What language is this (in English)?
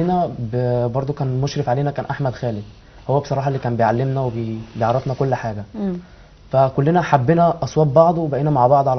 Egyptian Arabic